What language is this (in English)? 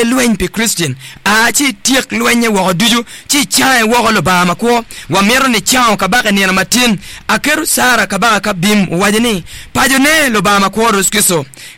Acoli